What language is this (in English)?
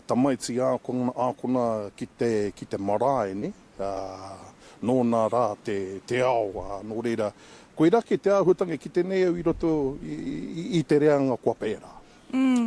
Māori